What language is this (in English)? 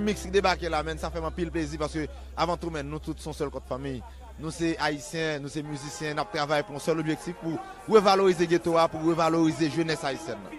Haitian Creole